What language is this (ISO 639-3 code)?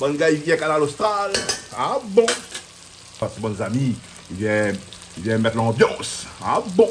rcf